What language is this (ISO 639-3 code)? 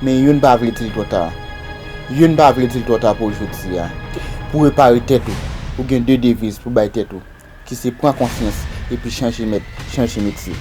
hat